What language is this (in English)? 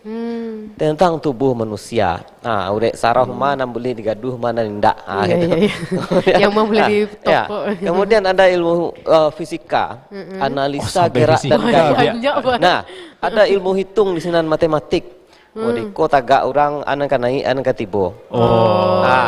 Minangkabau